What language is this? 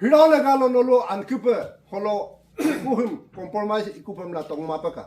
Adi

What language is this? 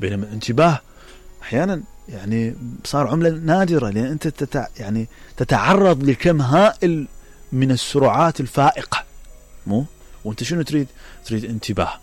Mesopotamian Arabic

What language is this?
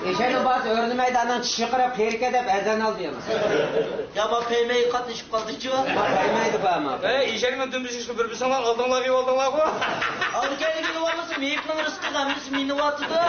Uyghur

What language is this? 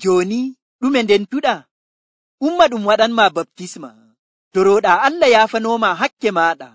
Nigerian Fulfulde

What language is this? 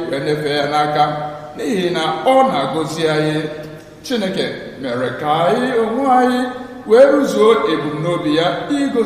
Igbo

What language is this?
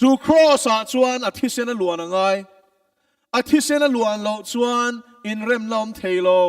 Mizo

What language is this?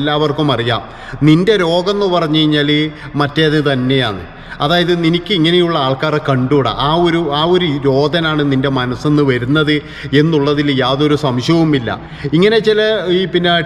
Malayalam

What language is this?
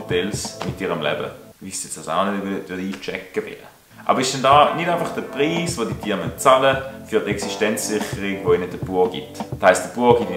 Swiss German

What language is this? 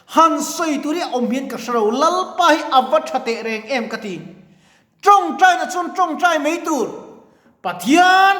Mizo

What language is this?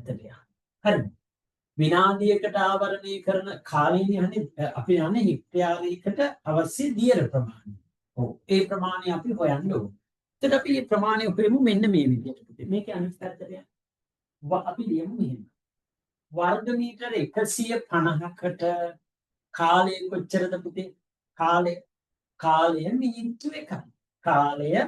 Sinhala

